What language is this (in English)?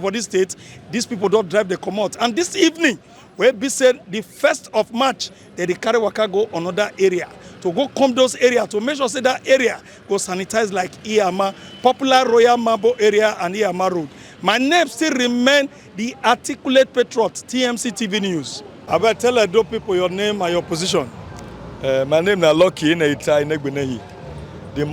Nigerian Pidgin